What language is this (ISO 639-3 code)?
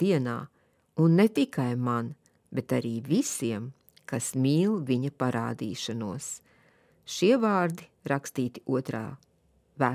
lav